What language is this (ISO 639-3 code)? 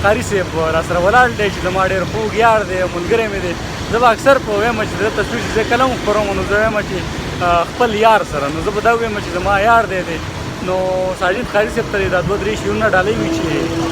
pus